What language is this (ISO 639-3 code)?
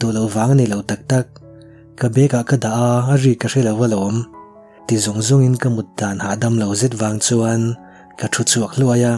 lus